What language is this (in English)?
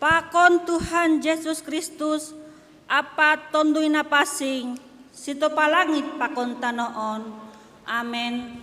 Batak Simalungun